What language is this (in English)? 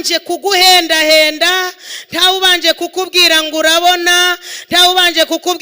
Kinyarwanda